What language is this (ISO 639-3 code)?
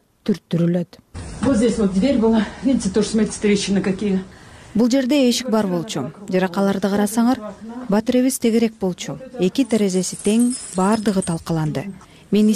kir